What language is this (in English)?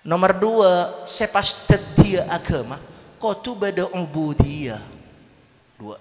Madurese